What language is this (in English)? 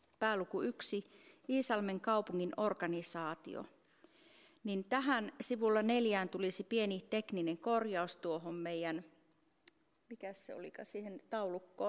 Finnish